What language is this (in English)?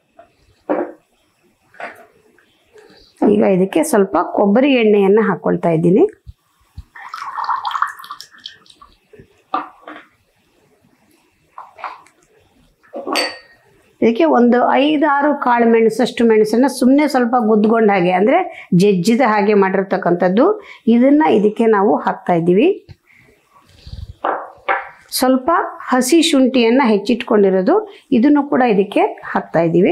Kannada